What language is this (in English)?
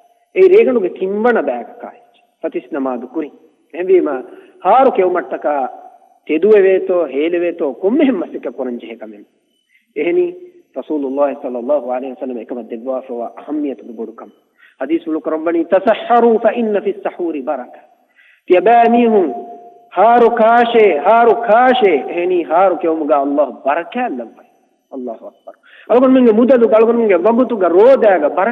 Divehi